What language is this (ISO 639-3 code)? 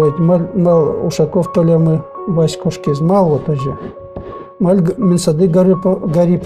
udm